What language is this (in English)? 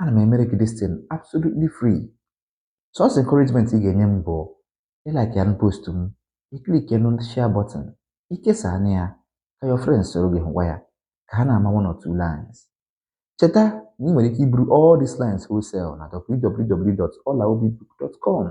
Igbo